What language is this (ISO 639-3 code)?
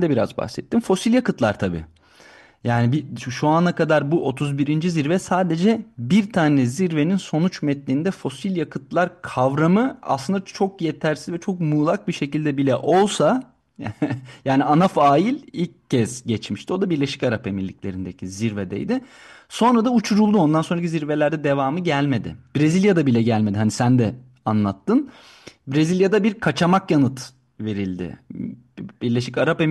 tur